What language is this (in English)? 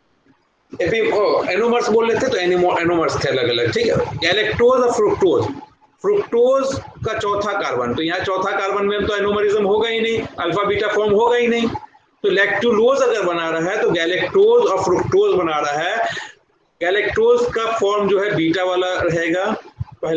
Hindi